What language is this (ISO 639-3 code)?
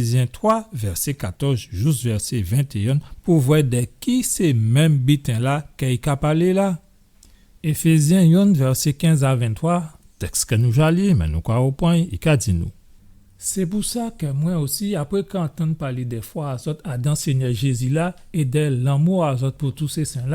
gcf